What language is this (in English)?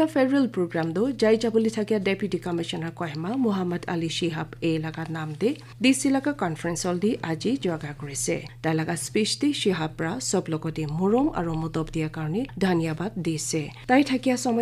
Naga Pidgin